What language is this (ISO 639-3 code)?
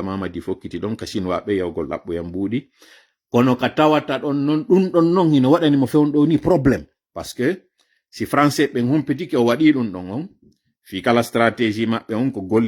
ful